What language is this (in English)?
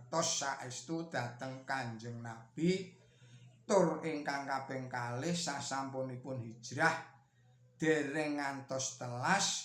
Javanese